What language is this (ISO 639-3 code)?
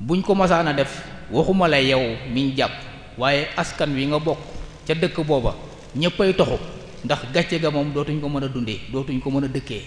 wol